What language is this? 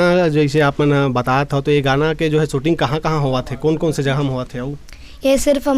Chhattisgarhi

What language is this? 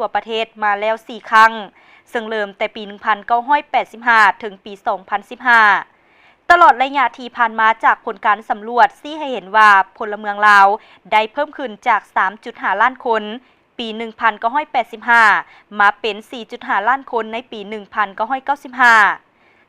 Lao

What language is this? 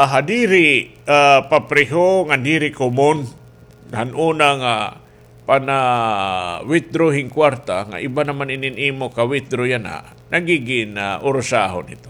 Waray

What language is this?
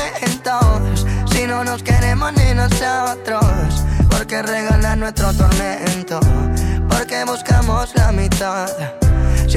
Spanish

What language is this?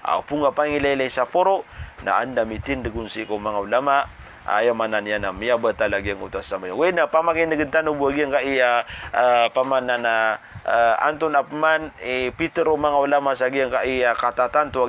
Maranao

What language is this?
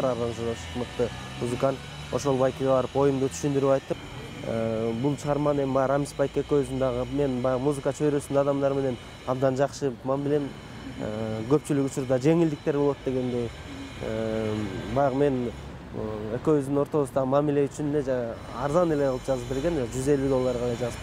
Kyrgyz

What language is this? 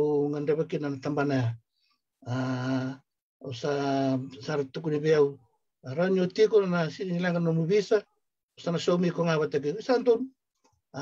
Fijian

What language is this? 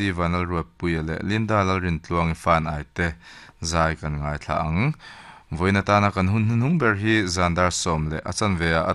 Mizo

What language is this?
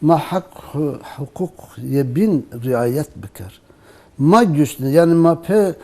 Zaza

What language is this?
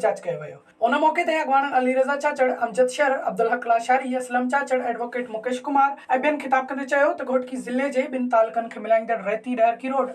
Sindhi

